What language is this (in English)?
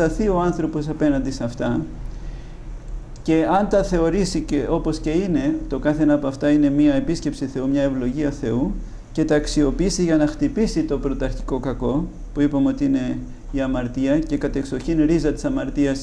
Greek